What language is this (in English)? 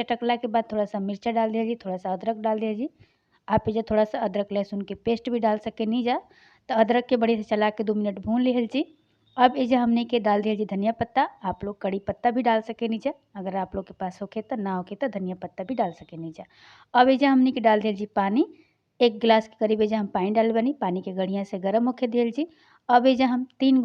Bhojpuri